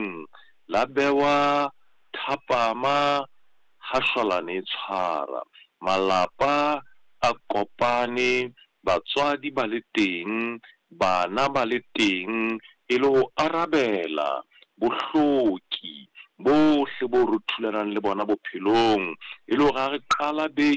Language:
Southern Sotho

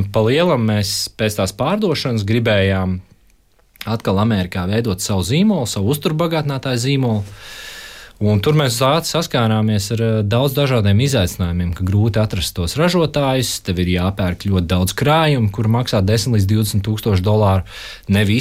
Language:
Latvian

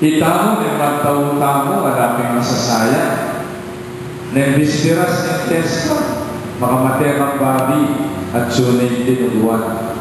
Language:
Pampanga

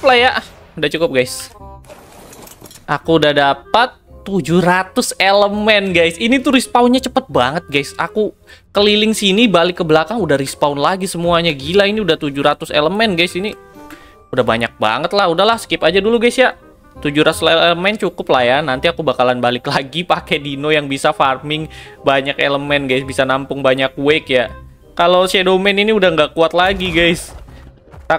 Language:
Indonesian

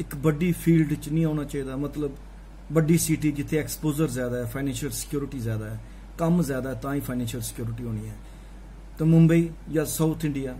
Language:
Dogri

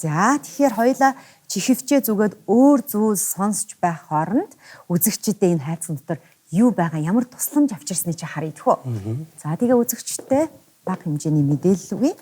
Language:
Mongolian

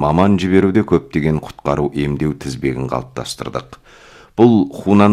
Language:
Kazakh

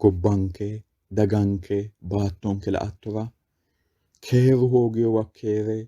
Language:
Sidamo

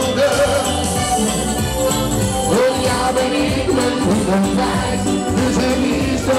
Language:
Dutch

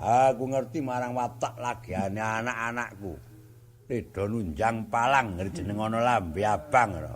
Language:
Javanese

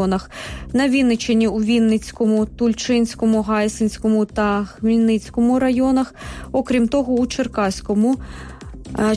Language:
Ukrainian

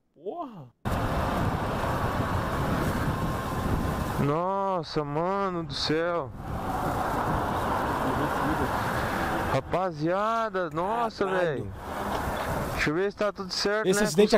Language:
Portuguese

